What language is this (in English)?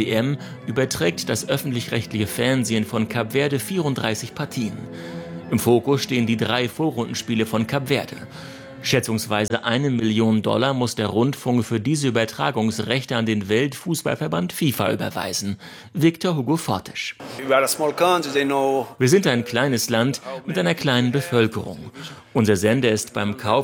German